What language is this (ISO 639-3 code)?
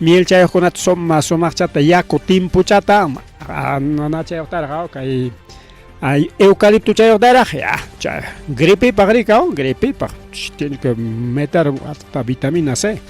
quy